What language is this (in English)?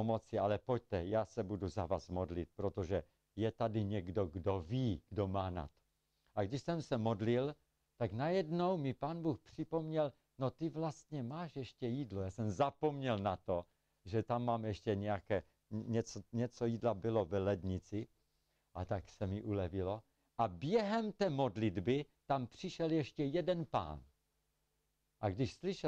Czech